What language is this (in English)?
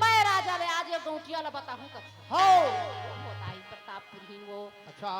Chhattisgarhi